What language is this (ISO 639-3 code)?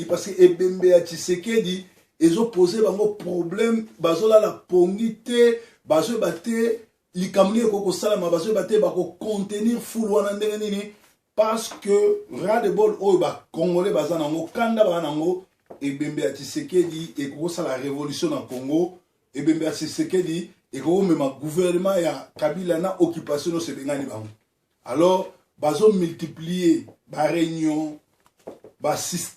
lin